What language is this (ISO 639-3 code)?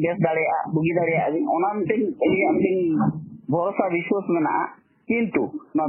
sat